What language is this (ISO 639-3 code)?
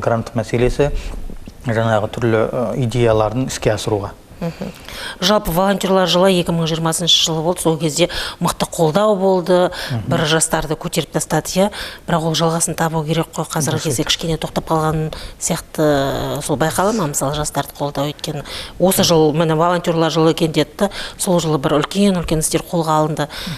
kaz